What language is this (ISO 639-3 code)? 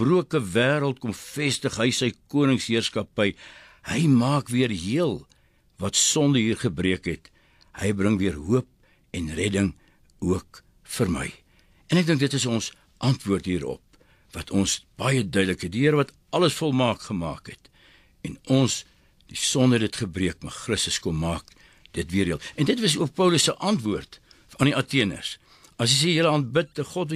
afr